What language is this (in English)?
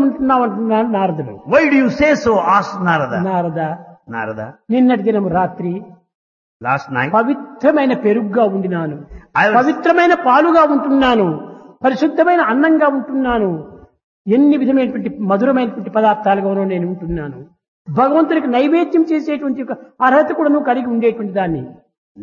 Telugu